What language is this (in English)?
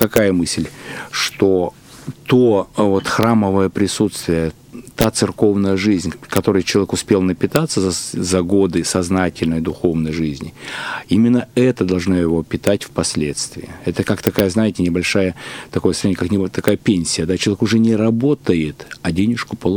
Russian